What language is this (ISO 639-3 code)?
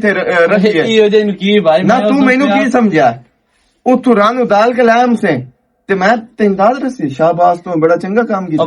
lah